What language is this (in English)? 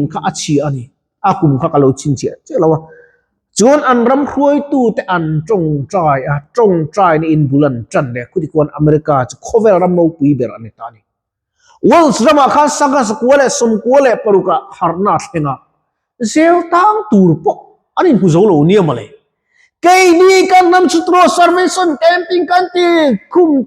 Mizo